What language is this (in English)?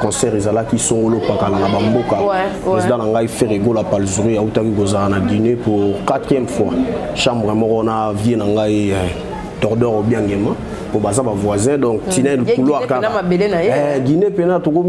Lingala